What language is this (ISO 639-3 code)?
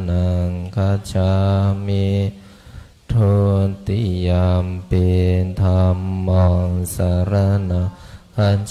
pli